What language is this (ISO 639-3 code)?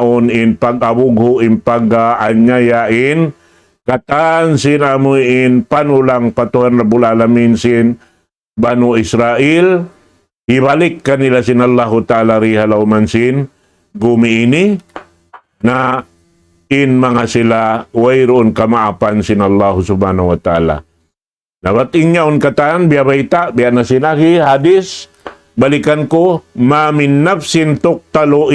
tsg